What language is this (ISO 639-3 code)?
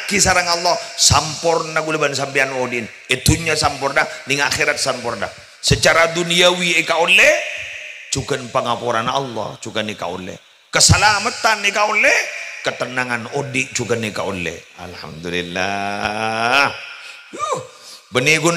mad